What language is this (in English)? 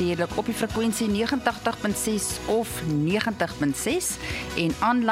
Afrikaans